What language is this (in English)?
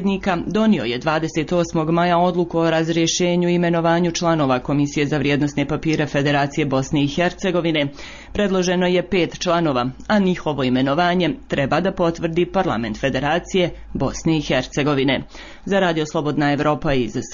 Bosnian